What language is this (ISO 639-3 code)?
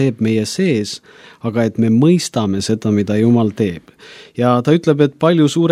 est